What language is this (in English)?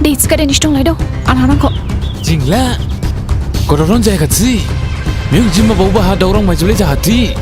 Dimasa